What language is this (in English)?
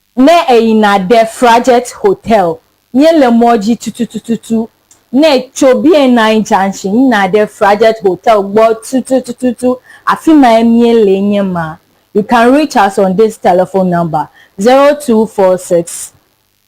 Ewe